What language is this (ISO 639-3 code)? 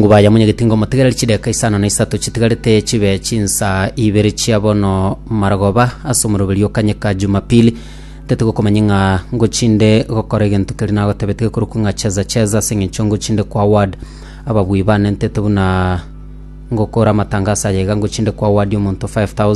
guz